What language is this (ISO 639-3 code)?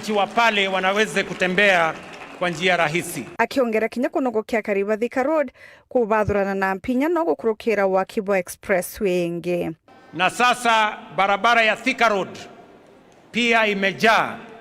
mer